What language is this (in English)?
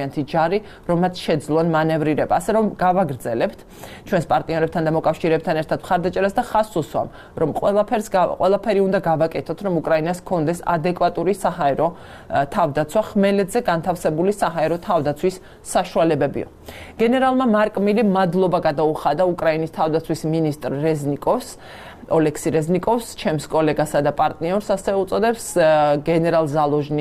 Georgian